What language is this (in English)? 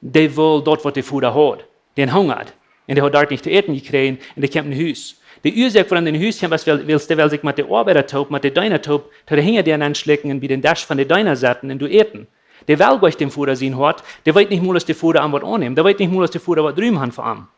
Plautdietsch